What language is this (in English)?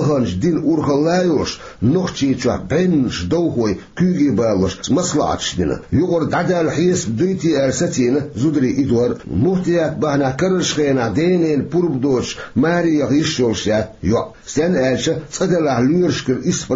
Chechen